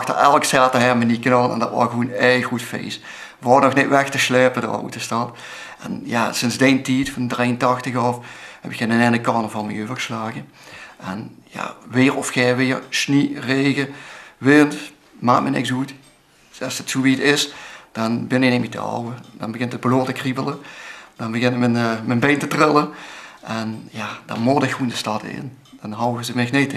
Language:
Limburgish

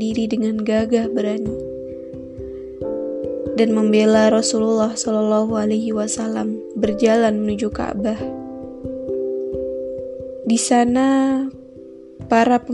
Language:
Indonesian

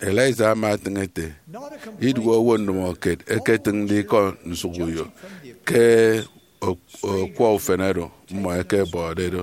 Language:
Efik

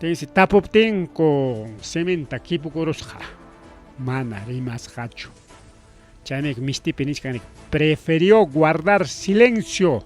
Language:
Ayacucho Quechua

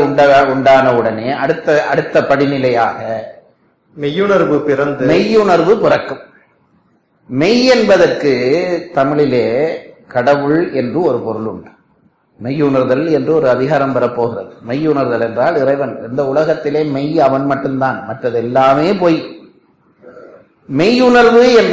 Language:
Tamil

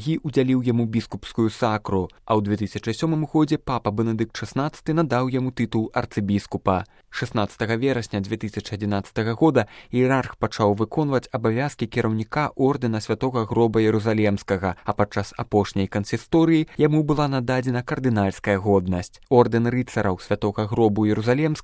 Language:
Belarusian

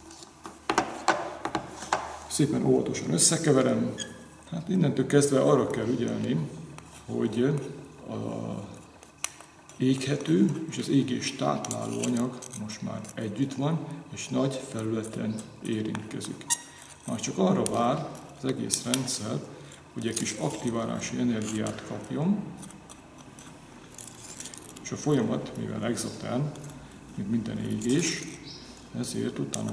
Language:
Hungarian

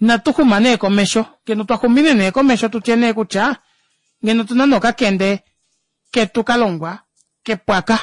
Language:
Kuanyama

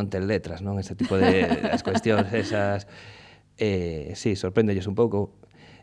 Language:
Galician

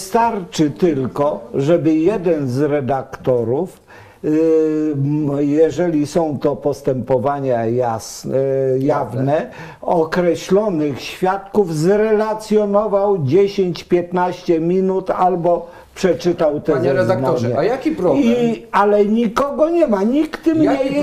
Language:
Polish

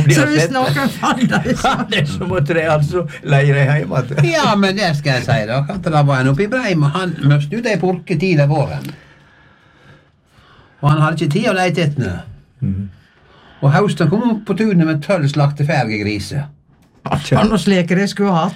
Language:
Norwegian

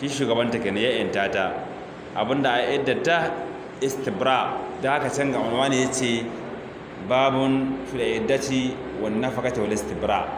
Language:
Hausa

